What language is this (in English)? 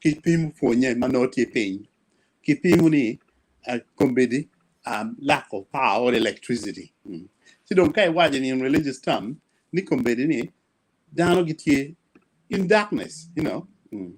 Acoli